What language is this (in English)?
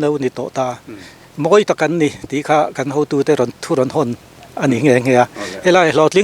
Mizo